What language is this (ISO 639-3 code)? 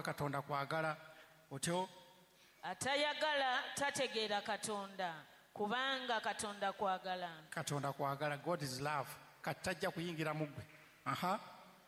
lug